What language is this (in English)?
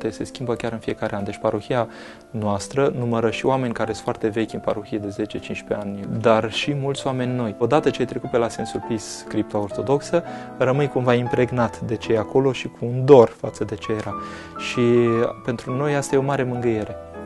Romanian